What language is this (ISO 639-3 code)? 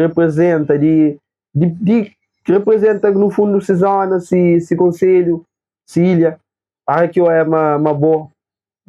kea